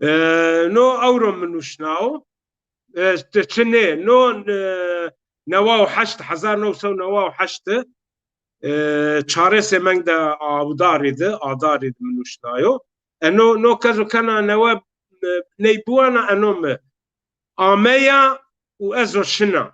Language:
Zaza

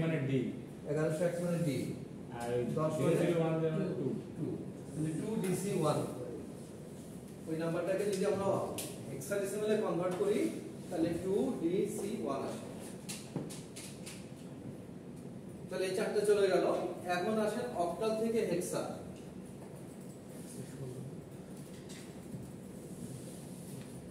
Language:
Bangla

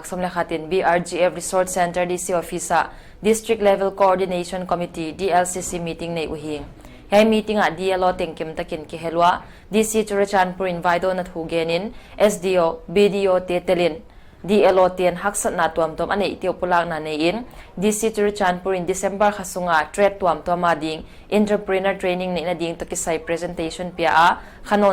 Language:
Paite Chin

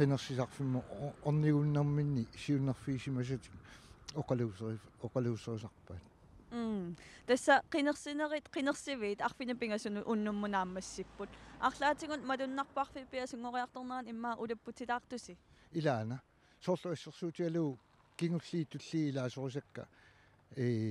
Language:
Kalaallisut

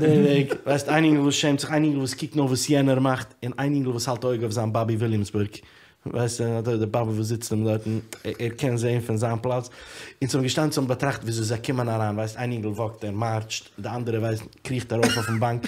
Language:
Yiddish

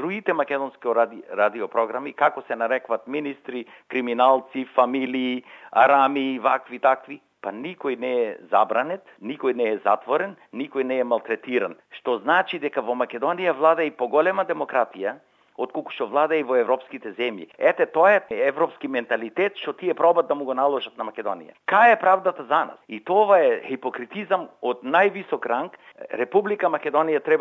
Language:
Macedonian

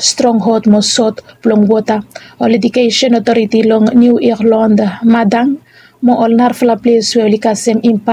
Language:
Bislama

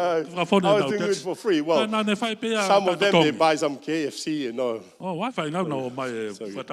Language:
Tongan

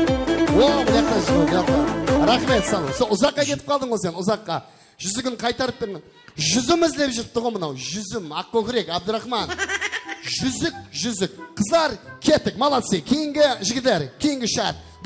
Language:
Kara-Kalpak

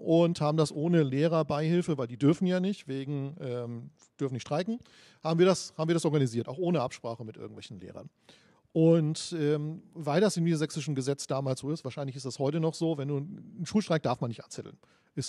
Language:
German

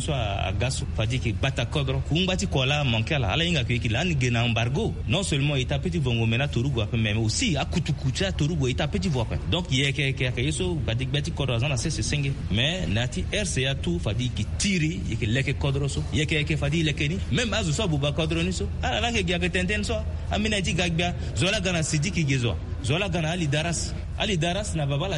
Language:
Sango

